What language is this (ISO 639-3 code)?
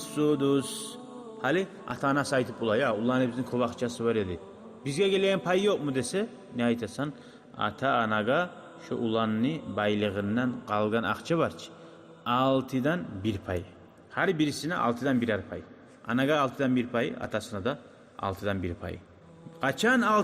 kum